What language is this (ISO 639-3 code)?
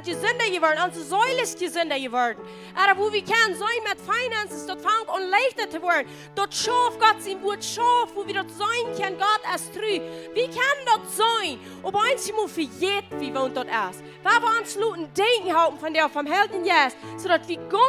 pdt